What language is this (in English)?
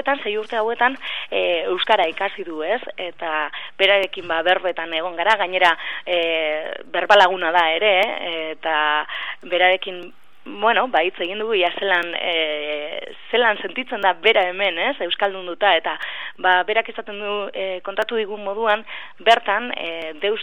Basque